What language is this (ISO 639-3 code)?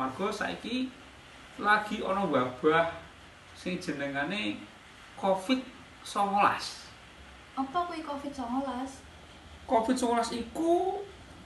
jav